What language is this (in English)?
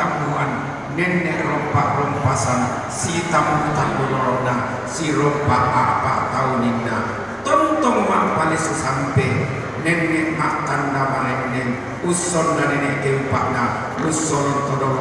Toraja-Sa'dan